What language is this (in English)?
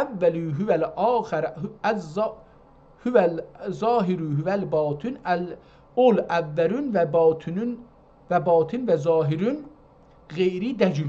South Azerbaijani